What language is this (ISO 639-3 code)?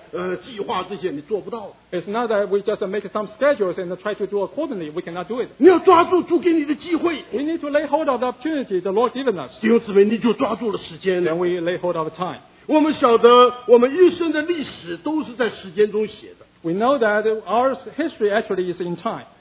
zho